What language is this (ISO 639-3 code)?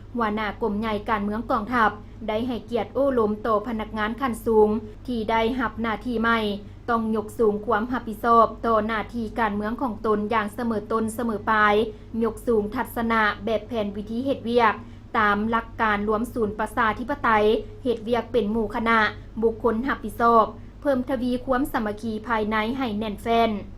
lao